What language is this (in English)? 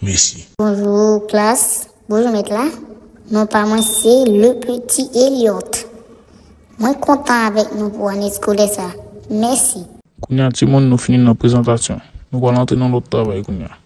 Haitian Creole